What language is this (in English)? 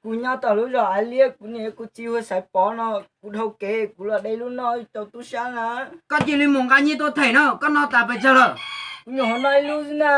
Hmong